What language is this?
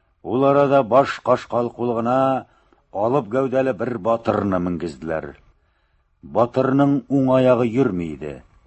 Tatar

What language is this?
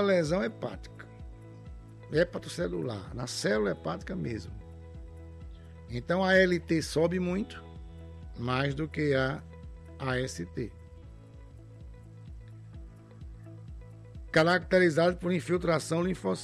Portuguese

